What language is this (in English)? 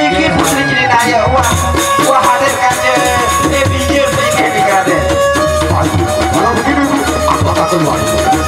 Sasak